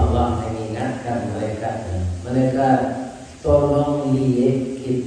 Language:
Minangkabau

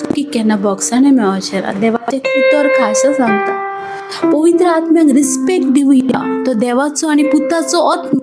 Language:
Konkani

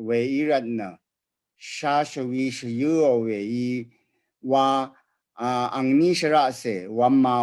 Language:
Rawang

